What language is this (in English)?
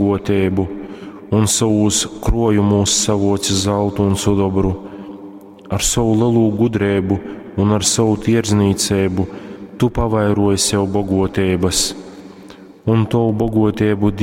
Latgalian